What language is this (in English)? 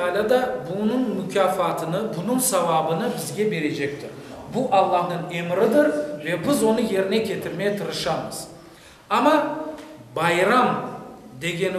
Crimean Tatar